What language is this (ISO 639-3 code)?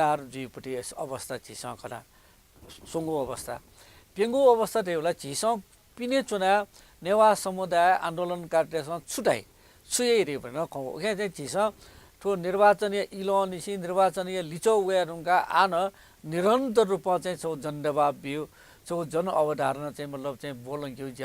new